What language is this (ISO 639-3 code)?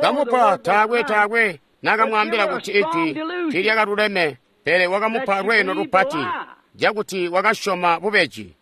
toi